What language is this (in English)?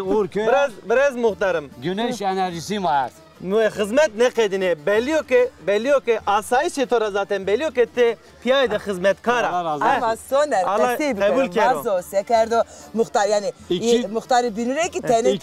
Zaza